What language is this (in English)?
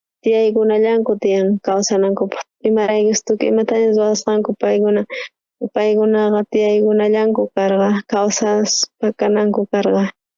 South Bolivian Quechua